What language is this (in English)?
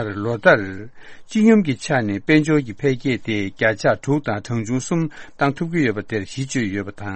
Tibetan